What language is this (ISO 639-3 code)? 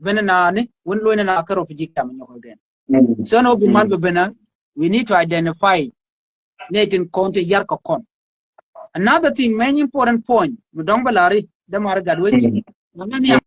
nus